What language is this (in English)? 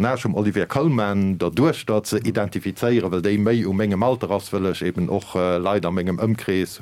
Luxembourgish